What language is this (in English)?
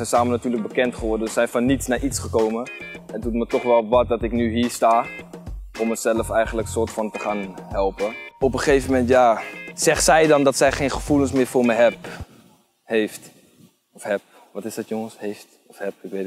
Dutch